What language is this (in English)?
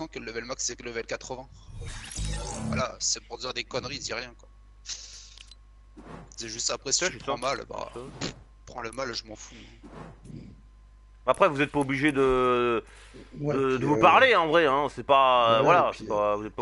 French